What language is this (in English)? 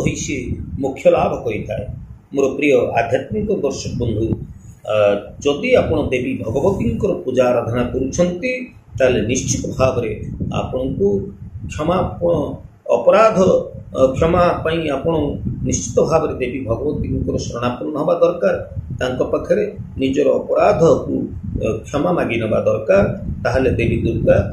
Odia